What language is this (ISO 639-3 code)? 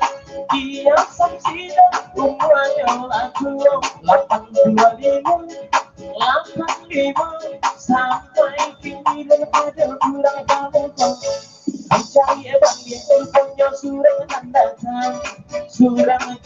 min